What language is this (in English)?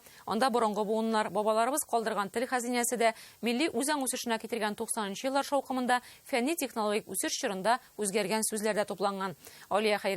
Tatar